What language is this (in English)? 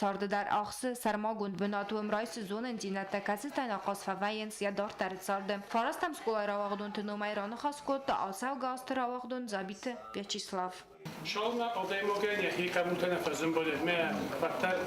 Ossetic